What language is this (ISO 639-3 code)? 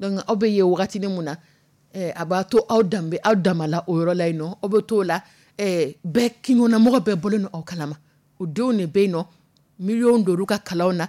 dyu